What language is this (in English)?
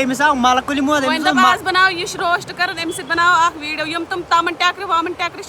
Kashmiri